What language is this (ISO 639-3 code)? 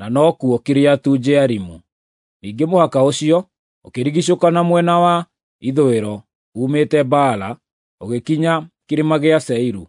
kik